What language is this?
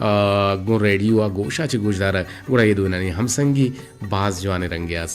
Eastern Balochi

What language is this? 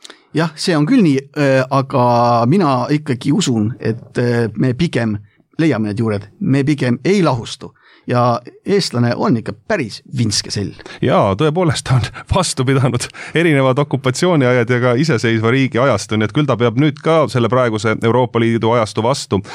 Estonian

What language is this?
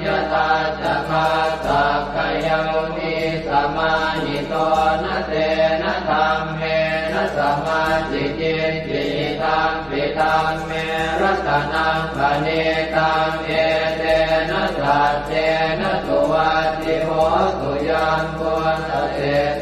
Pali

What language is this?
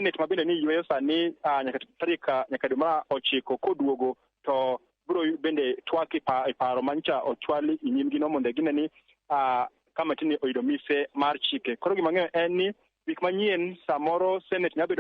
Luo (Kenya and Tanzania)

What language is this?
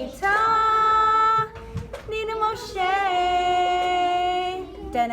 Ojibwa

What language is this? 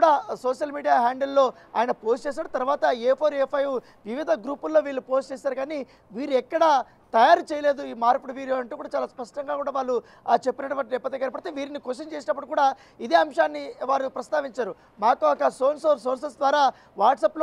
Telugu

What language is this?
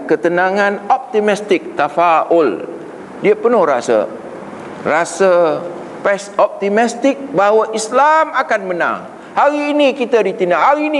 Malay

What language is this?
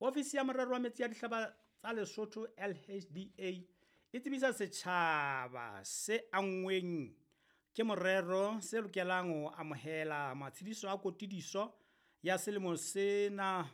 Southern Sotho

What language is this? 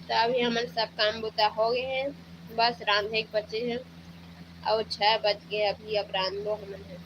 Chhattisgarhi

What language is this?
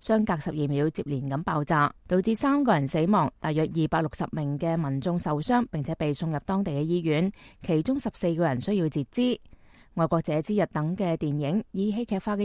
Cantonese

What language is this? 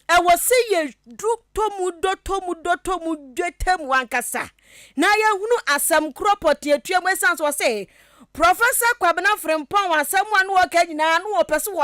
Akan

